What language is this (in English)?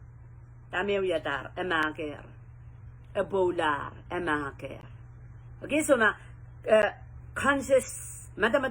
Pohnpeian